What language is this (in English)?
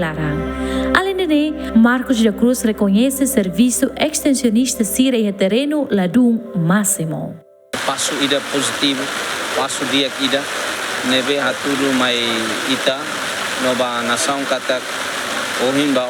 Tetum